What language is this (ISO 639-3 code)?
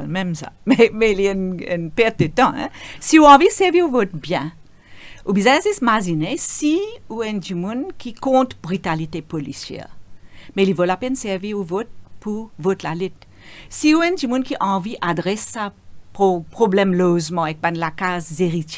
mfe